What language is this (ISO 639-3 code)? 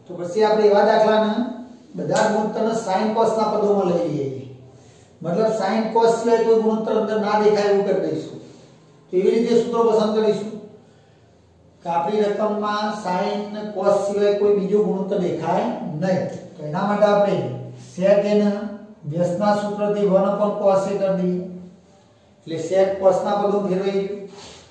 guj